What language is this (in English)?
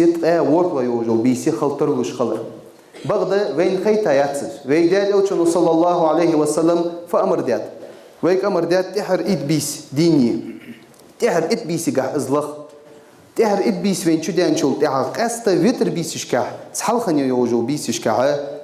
Ingush